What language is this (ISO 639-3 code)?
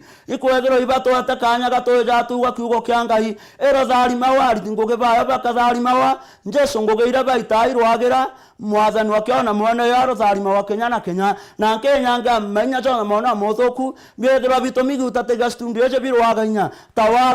mer